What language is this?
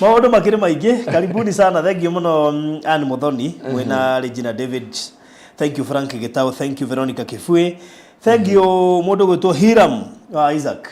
Kikuyu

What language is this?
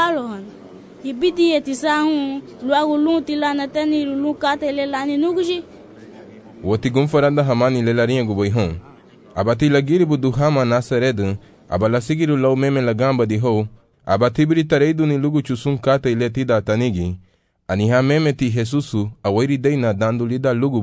Garifuna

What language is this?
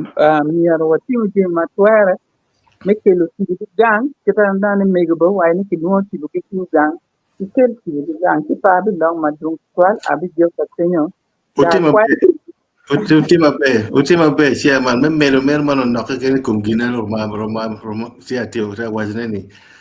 Acoli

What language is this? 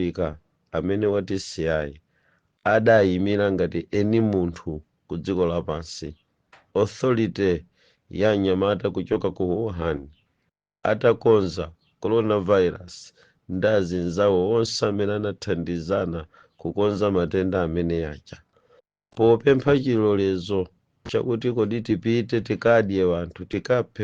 Nyanja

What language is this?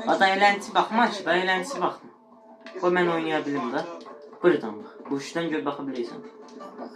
South Azerbaijani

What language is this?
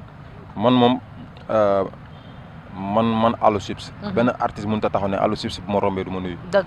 Wolof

